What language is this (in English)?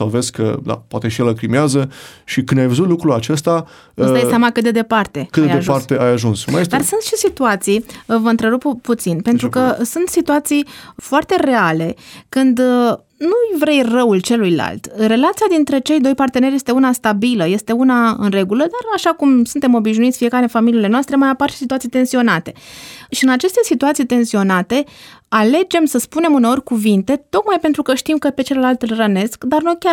Romanian